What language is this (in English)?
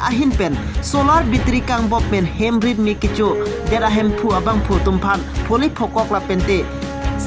Karbi